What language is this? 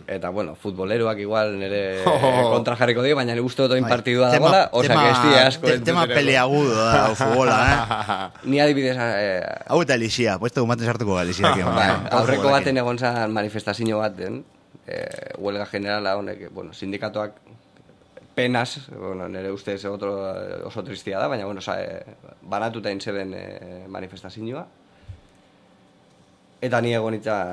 Basque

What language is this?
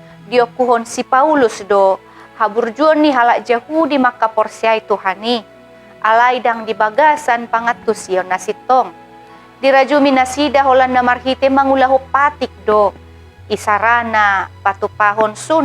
Batak Toba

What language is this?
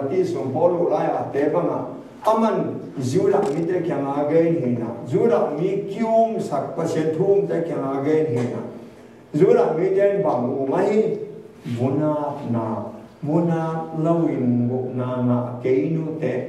Tedim Chin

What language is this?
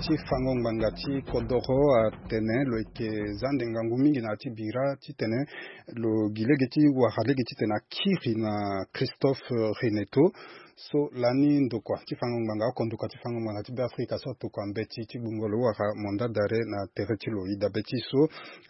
Sango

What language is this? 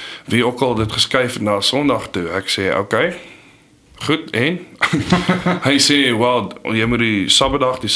Afrikaans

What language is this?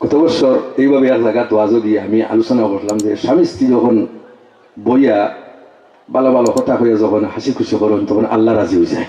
Sylheti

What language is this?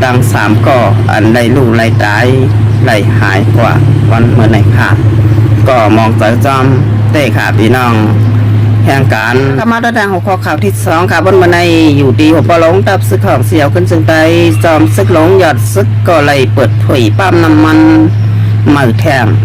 Shan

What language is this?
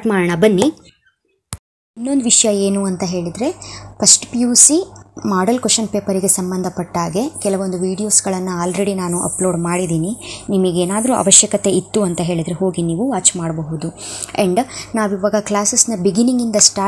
Kannada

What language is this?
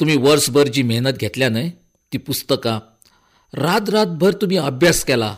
Konkani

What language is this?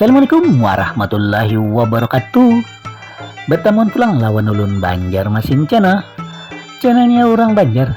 Banjar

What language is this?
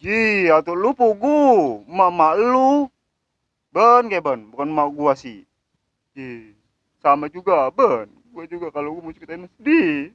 Betawi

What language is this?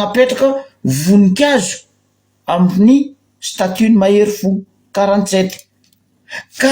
Malagasy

